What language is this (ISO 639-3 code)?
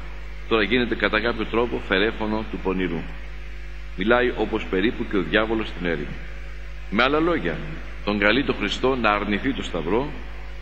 ell